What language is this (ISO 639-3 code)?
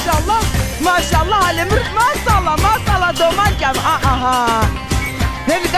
zza